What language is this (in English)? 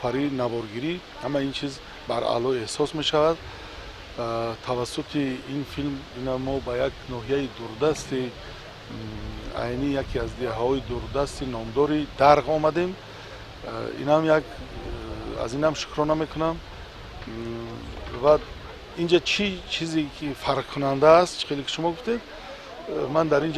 Tajik